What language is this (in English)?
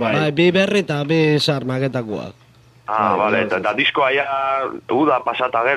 Basque